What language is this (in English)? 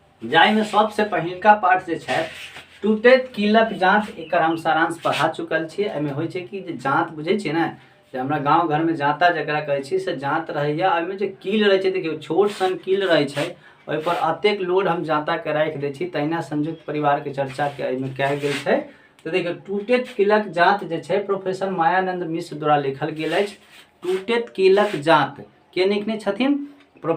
Maithili